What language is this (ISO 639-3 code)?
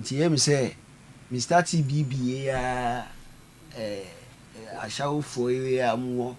aka